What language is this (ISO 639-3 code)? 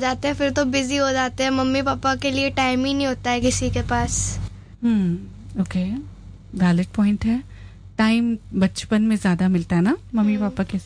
hin